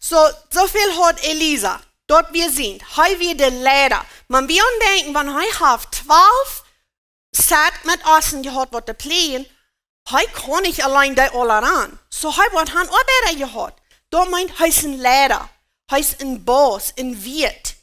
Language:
Plautdietsch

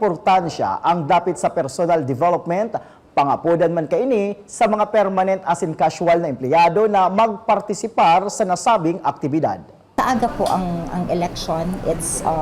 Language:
Bikol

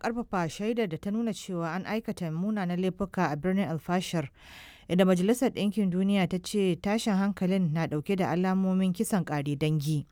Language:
Hausa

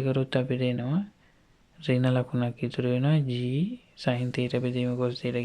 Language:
Sinhala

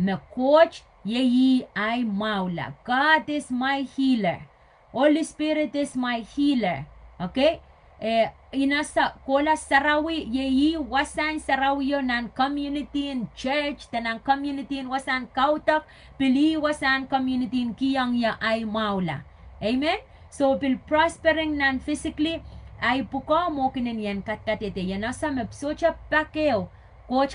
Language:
Pohnpeian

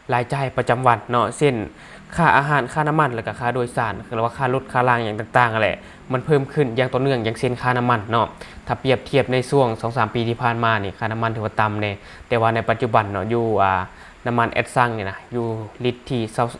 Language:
Lao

